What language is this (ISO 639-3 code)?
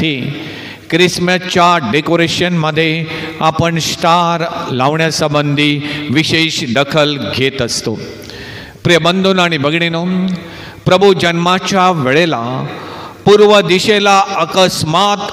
mar